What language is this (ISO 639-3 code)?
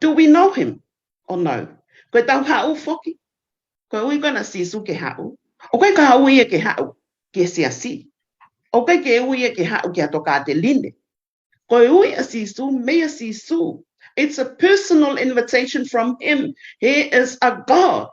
ton